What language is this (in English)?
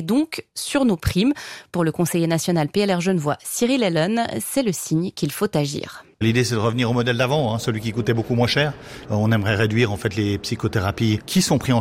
French